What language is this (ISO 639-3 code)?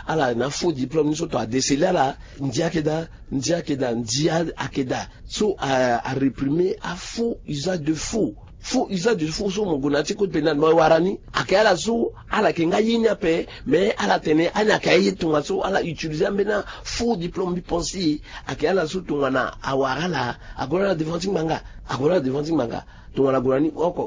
sag